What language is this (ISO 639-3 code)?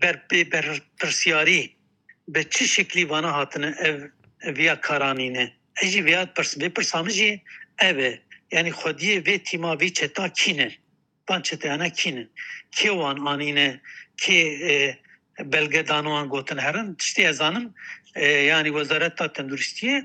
kur